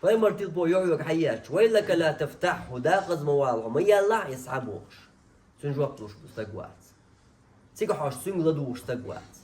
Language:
Chechen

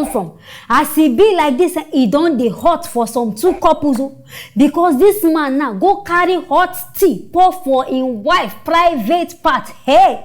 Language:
Nigerian Pidgin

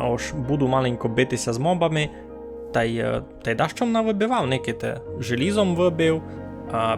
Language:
Rusyn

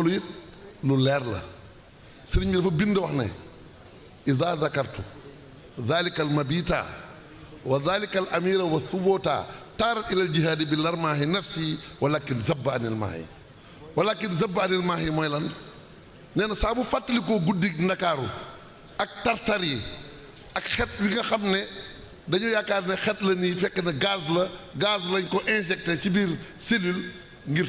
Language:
Wolof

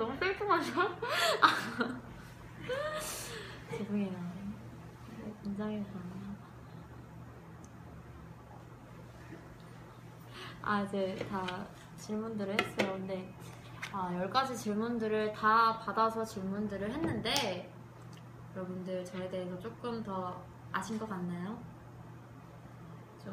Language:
Korean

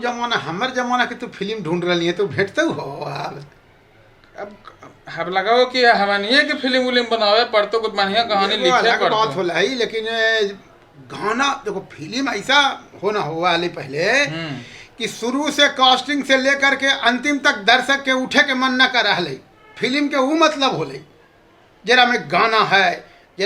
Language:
Magahi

